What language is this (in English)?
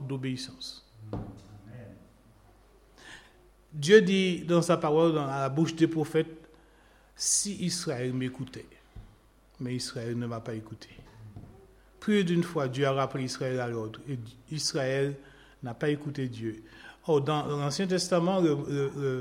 French